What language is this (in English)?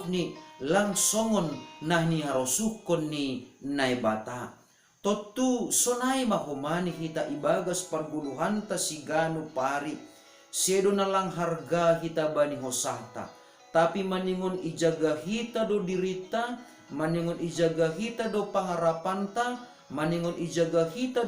Batak Simalungun